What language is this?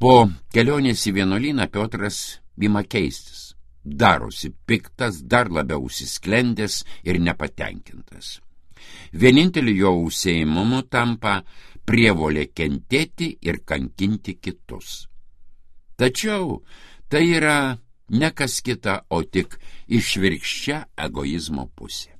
Lithuanian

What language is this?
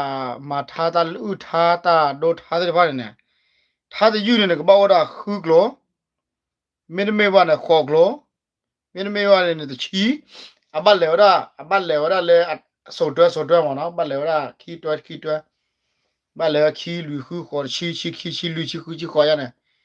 S'gaw Karen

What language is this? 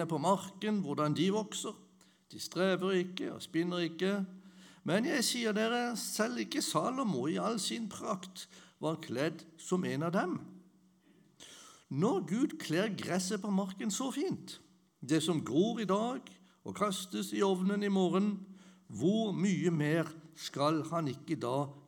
Norwegian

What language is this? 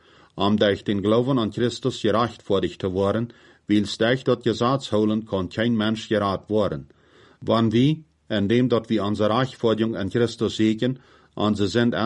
Plautdietsch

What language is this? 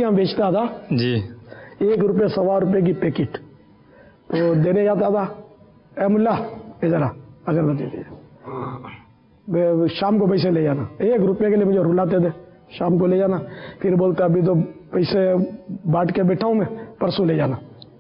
Urdu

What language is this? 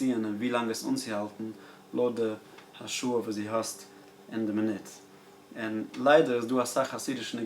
Yiddish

